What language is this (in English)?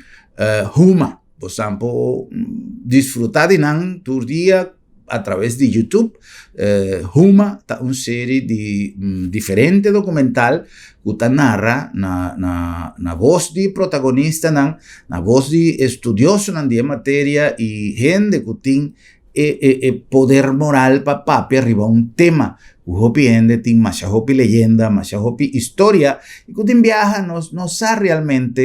Papiamento